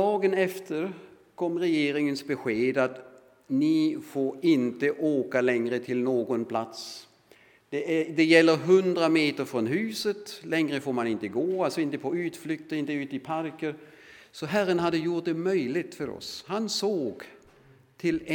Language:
Swedish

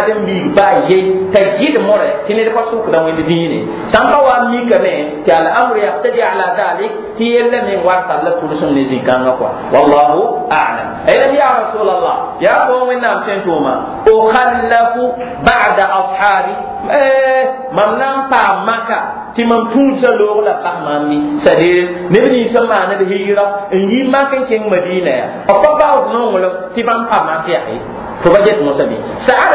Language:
Mossi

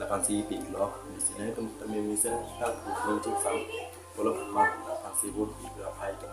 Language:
Karbi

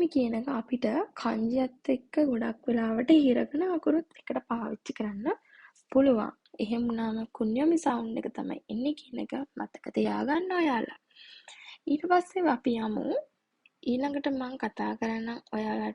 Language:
Sinhala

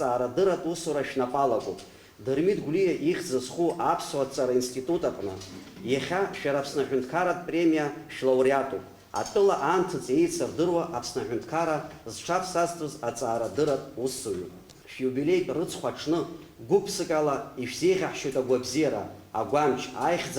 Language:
Abkhazian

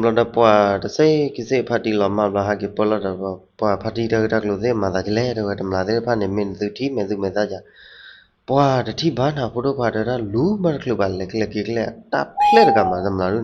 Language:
S'gaw Karen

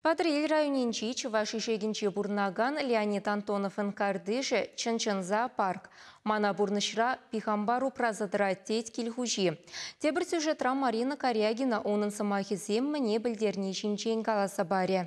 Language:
Chuvash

